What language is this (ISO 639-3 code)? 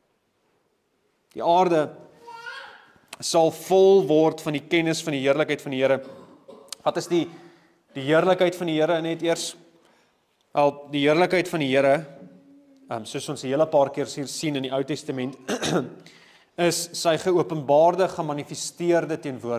afr